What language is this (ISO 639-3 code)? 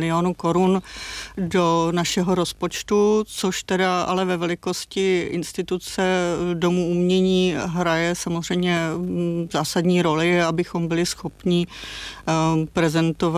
ces